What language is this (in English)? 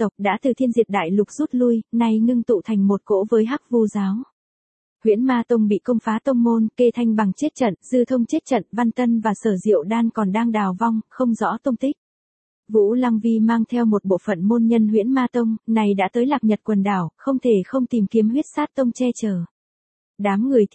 Vietnamese